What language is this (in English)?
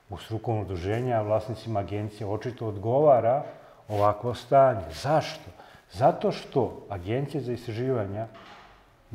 Serbian